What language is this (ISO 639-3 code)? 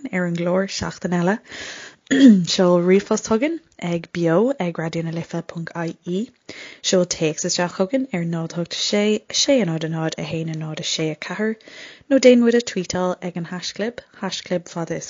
gle